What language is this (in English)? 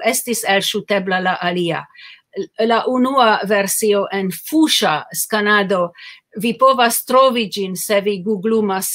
Esperanto